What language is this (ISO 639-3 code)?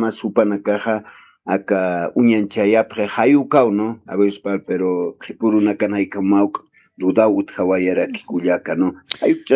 aym